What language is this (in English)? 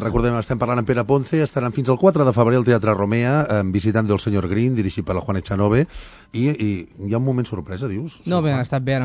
Catalan